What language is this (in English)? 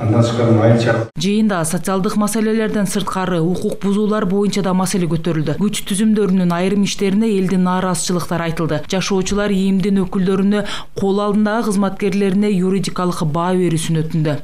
Kyrgyz